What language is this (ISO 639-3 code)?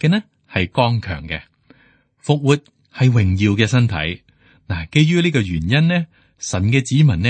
yue